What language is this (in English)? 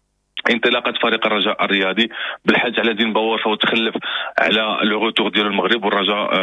Moroccan Arabic